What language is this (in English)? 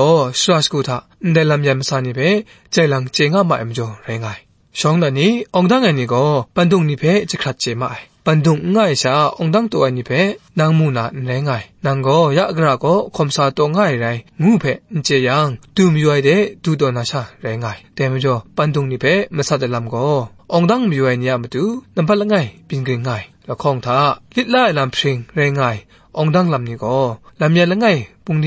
Kachin